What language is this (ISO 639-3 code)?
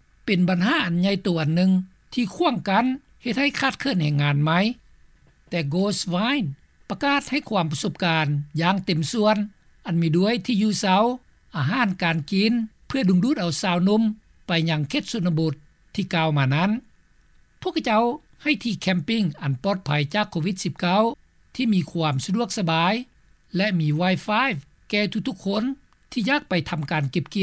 lao